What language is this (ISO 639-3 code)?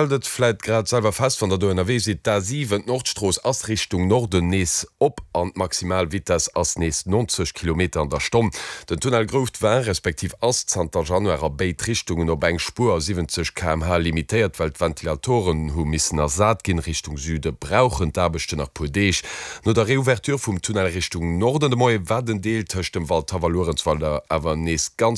ltz